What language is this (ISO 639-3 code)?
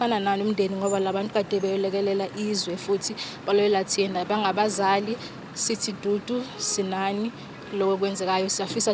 zul